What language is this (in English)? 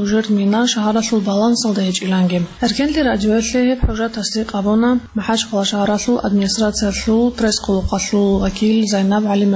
Avaric